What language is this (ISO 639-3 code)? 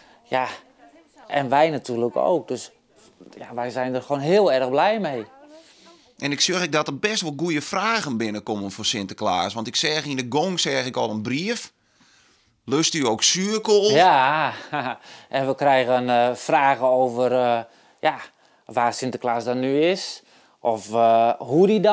fry